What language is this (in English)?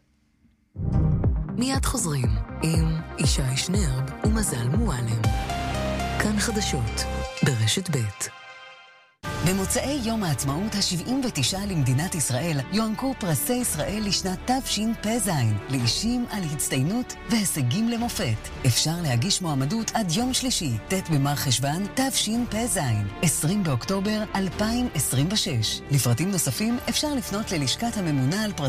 Hebrew